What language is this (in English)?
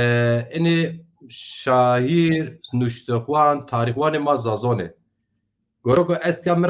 Zaza